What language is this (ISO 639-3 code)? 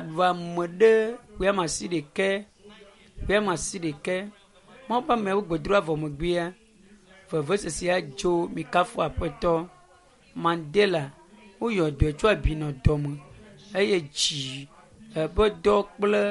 ewe